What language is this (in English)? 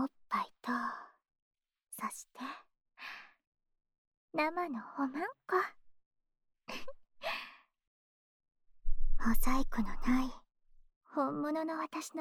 Japanese